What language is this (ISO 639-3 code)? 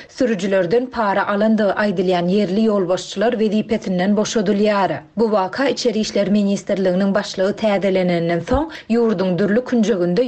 tuk